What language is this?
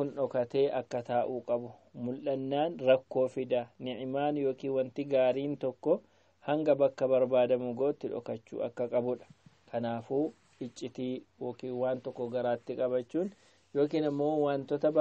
Oromo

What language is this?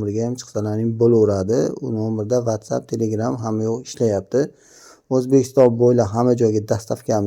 Uzbek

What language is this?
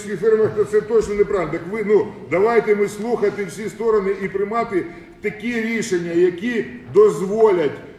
Ukrainian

